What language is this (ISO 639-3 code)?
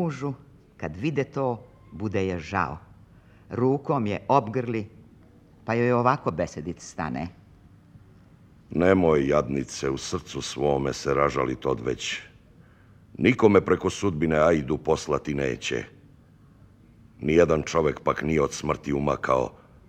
srp